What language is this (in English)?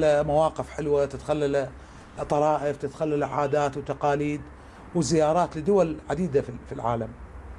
Mesopotamian Arabic